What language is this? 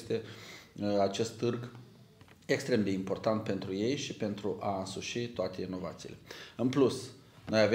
Romanian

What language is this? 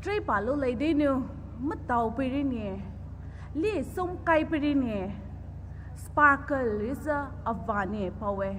Poumei Naga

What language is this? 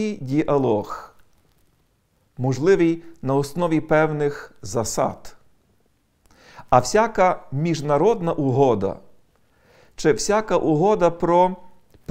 Ukrainian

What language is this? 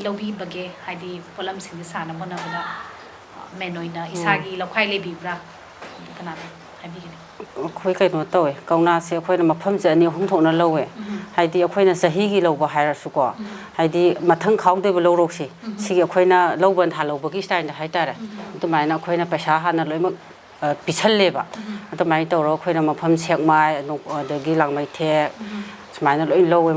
Manipuri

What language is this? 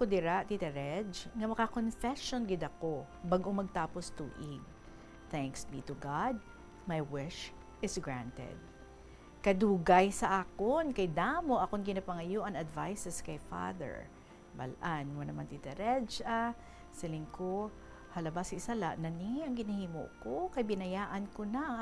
Hiligaynon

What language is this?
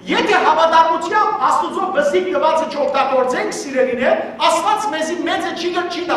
Western Armenian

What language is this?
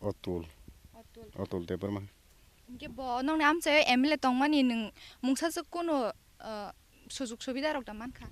Kok Borok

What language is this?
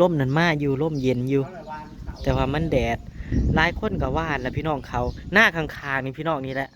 Northeastern Thai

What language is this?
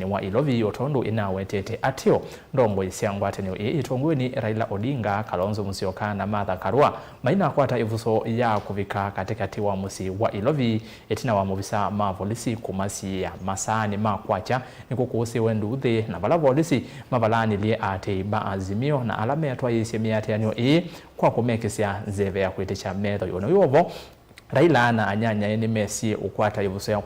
Kamba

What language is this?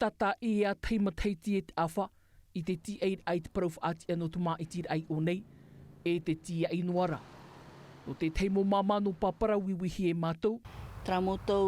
Tahitian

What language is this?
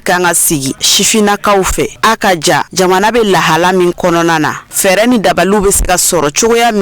Bambara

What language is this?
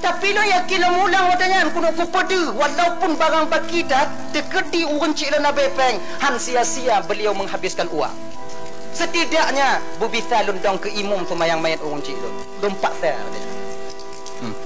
Achinese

